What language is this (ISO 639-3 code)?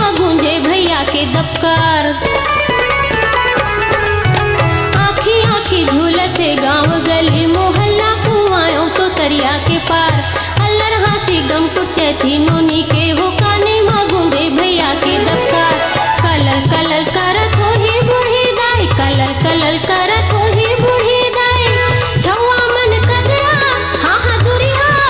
hne